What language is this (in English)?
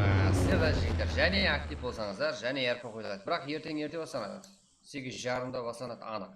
Kara-Kalpak